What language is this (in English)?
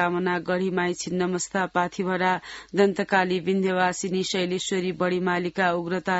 Sanskrit